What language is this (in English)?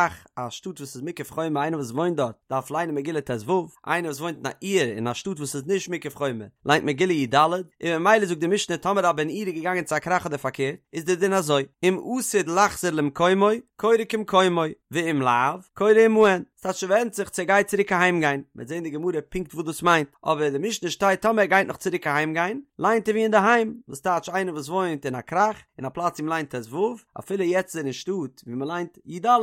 Yiddish